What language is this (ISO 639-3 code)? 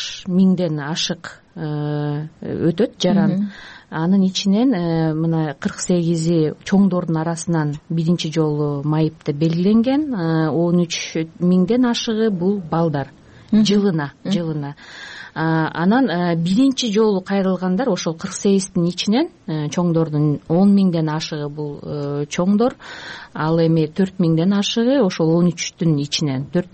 kir